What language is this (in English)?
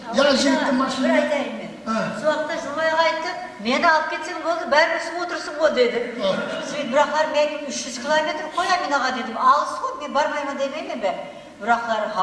Kara-Kalpak